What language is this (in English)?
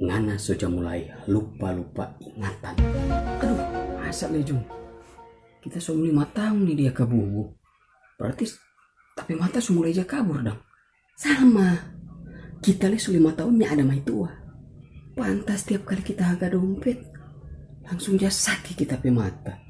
Manado Malay